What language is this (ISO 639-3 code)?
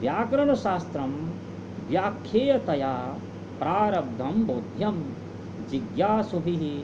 san